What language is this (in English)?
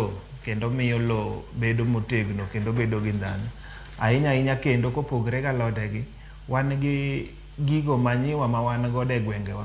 Luo (Kenya and Tanzania)